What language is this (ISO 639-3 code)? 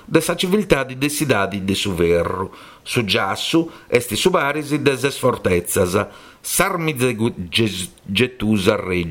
srd